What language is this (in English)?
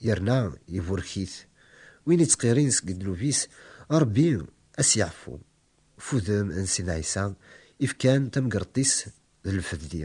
Kabyle